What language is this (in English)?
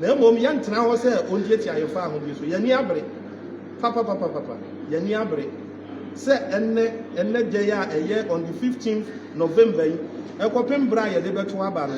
Akan